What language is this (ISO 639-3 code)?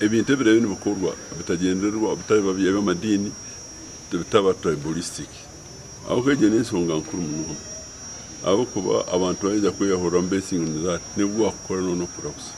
nyn